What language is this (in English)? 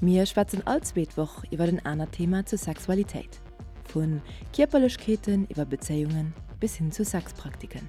Luxembourgish